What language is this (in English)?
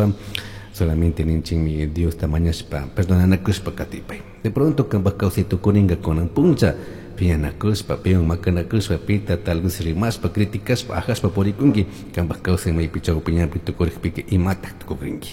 Chimborazo Highland Quichua